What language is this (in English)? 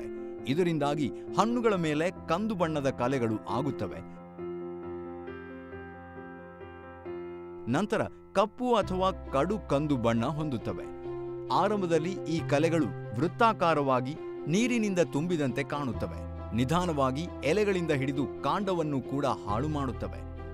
Kannada